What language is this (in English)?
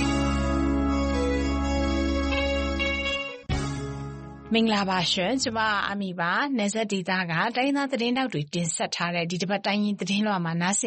Burmese